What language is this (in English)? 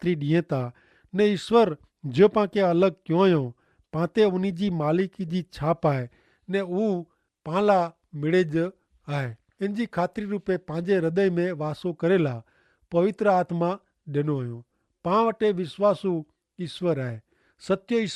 Kachhi